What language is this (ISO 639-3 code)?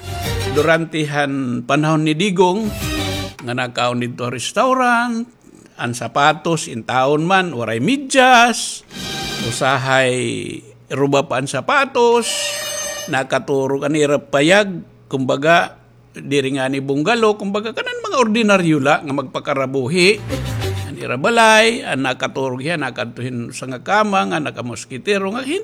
war